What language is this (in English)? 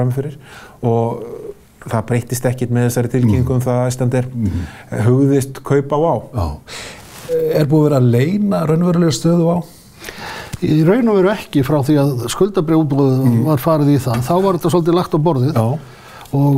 Icelandic